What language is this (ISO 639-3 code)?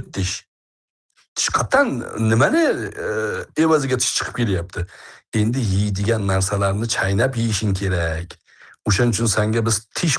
uzb